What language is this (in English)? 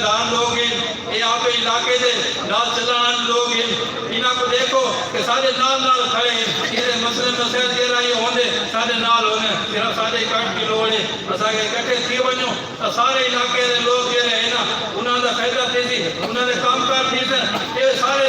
Saraiki